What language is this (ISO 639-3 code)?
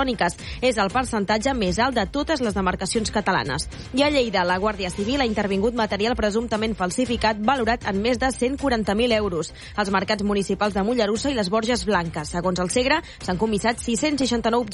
cat